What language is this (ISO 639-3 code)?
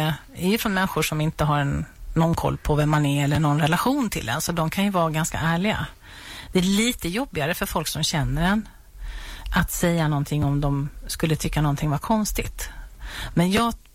swe